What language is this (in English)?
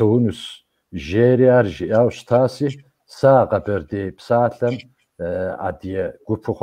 Kabardian